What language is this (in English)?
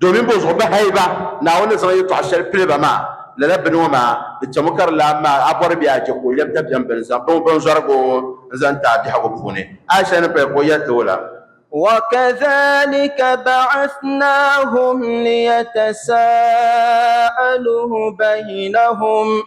Dagbani